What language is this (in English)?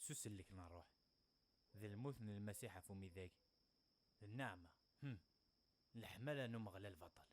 Kabyle